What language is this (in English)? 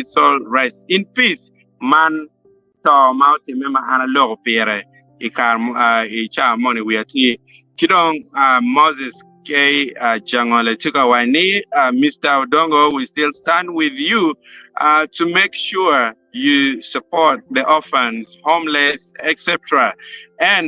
Acoli